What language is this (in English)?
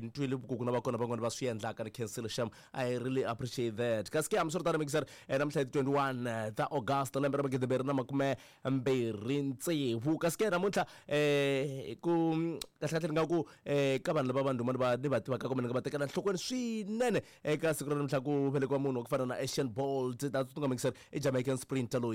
Tsonga